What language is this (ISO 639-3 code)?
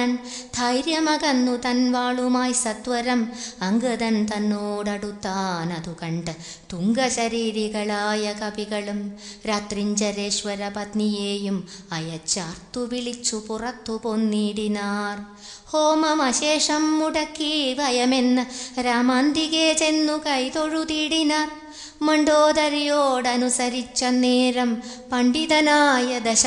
mal